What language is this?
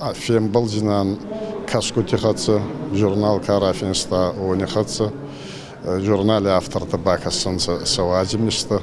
Ossetic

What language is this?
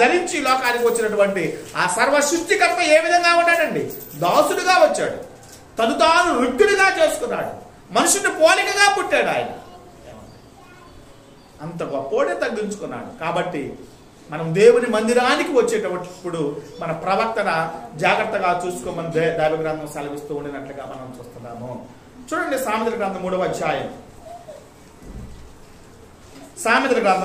Telugu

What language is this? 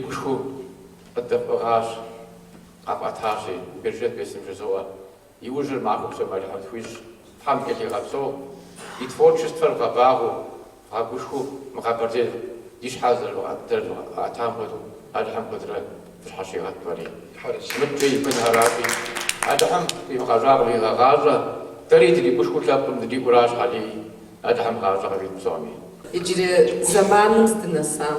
Kabardian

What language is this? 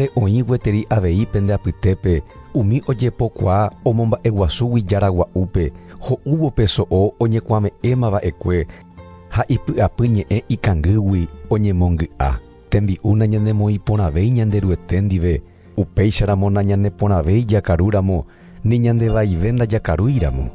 Guarani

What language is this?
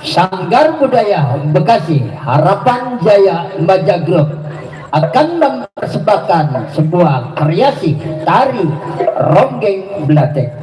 Betawi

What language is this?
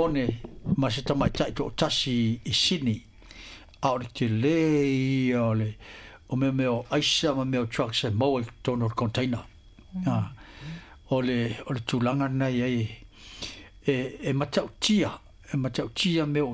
Samoan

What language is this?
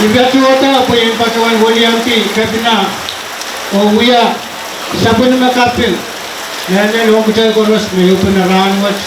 Pohnpeian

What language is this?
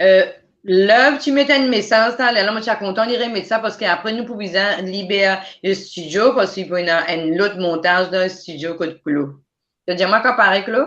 Morisyen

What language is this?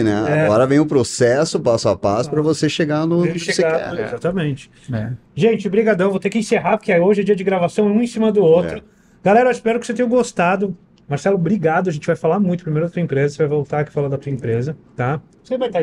Portuguese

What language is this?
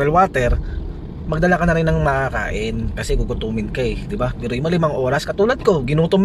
Filipino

